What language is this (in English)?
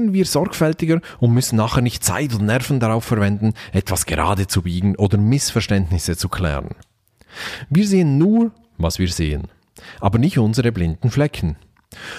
German